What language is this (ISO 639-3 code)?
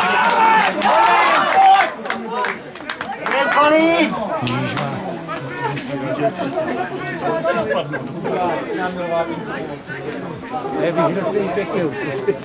ces